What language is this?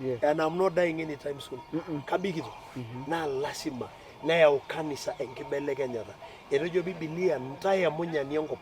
Masai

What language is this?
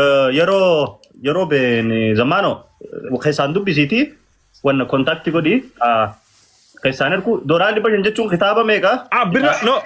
Oromo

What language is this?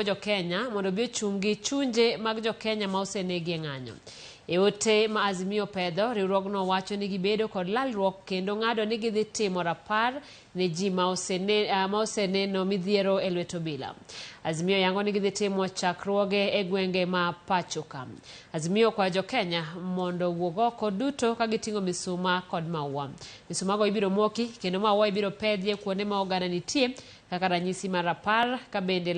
Luo (Kenya and Tanzania)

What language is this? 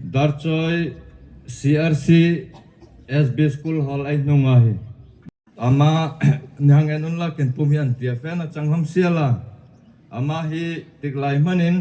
Darlong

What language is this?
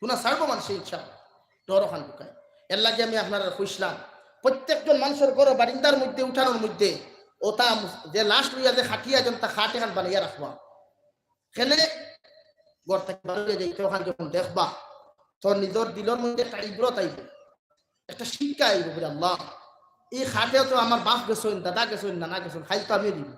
Sylheti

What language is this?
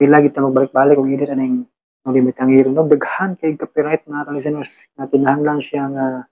Cebuano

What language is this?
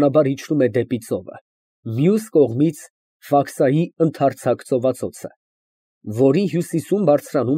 Armenian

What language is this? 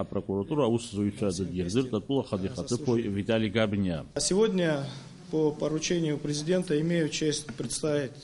Abkhazian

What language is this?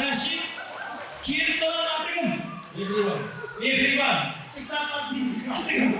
Kara-Kalpak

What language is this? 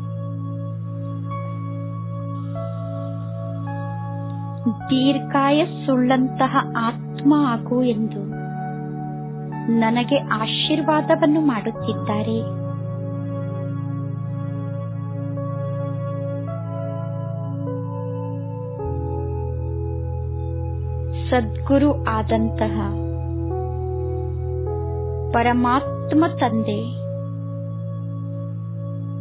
Kannada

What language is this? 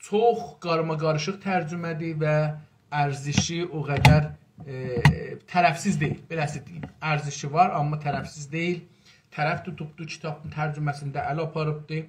South Azerbaijani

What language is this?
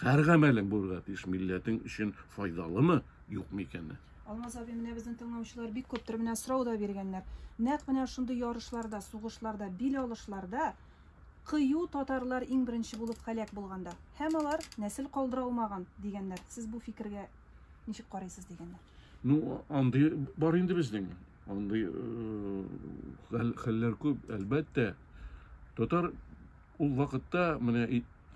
Tatar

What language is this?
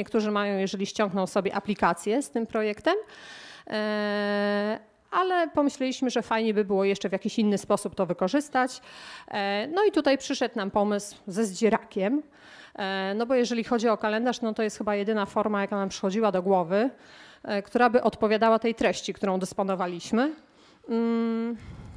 Polish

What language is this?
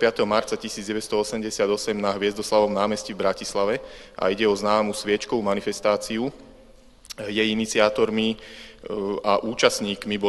Slovak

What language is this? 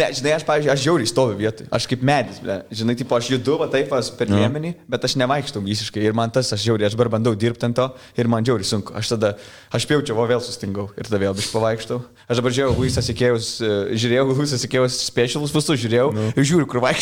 Lithuanian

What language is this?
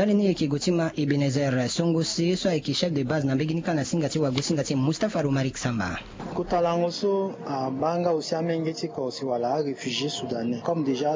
Sango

